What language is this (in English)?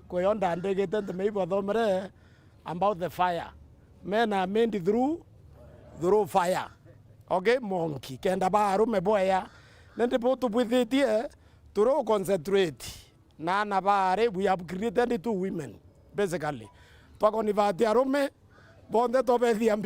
Meru